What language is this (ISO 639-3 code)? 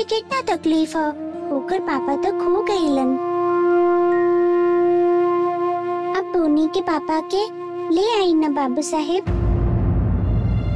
bho